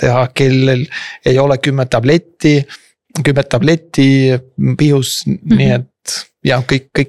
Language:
Estonian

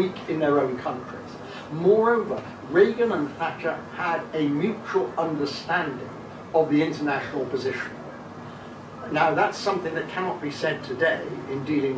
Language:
English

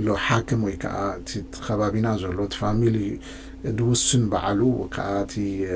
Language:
Tigrinya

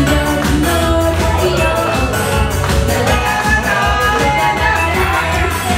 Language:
Japanese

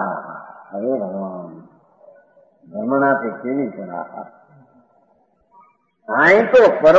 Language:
Gujarati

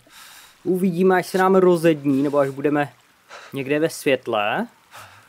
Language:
Czech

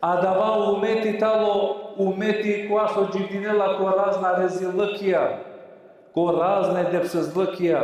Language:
Balkan Romani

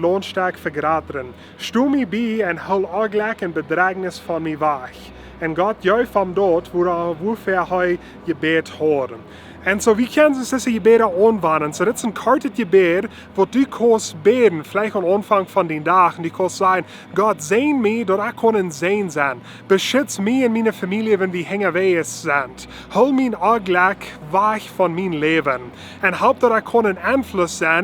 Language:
Plautdietsch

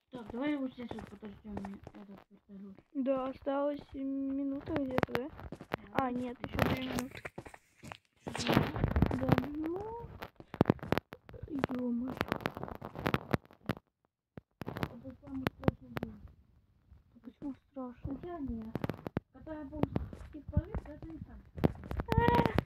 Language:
Russian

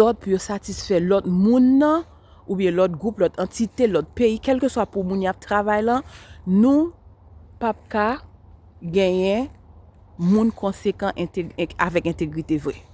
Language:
Haitian Creole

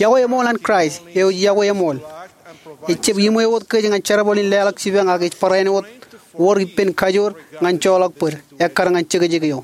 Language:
Marshallese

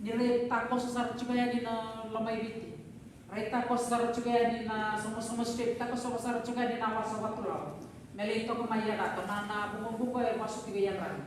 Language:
Fijian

